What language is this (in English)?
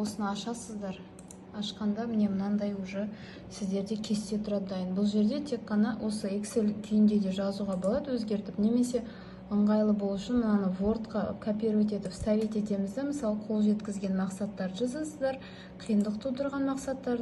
Kazakh